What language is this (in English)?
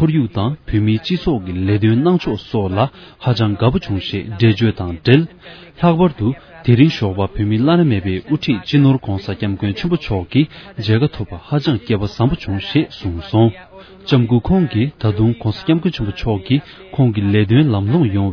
Tibetan